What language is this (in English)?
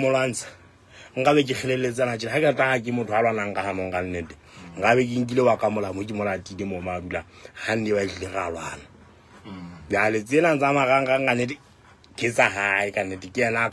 Southern Sotho